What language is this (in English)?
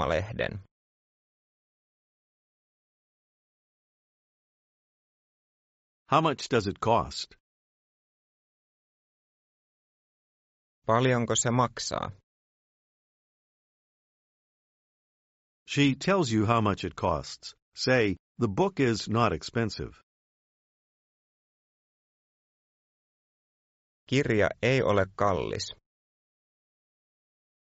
Finnish